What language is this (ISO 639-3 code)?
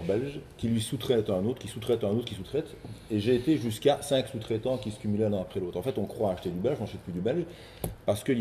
fra